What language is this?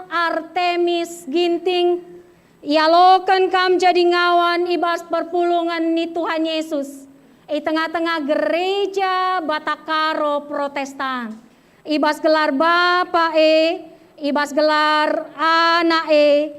Batak Karo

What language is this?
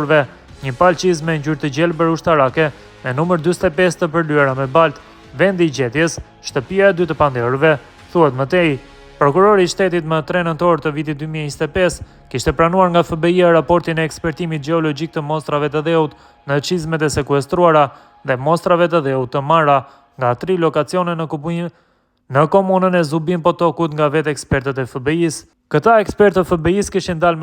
Albanian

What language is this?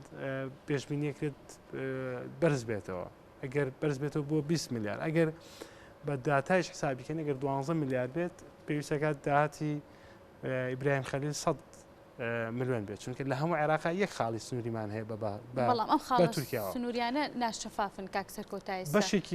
Central Kurdish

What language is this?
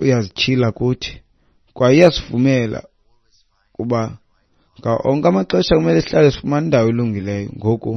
Xhosa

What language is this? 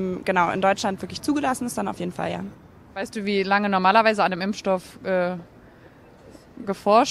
German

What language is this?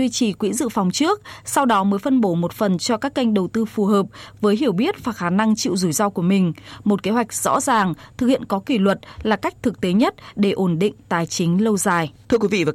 Vietnamese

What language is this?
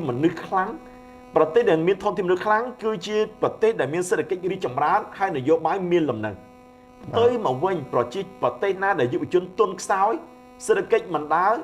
Khmer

